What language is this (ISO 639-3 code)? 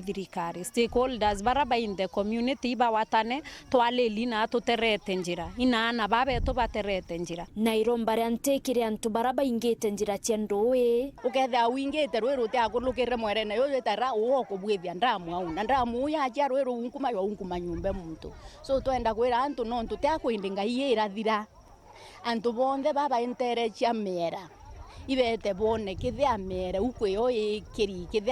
mer